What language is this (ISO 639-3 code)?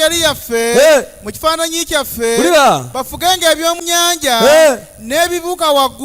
lug